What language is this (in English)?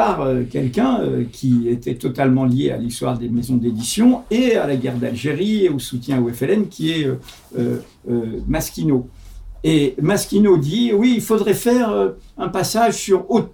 French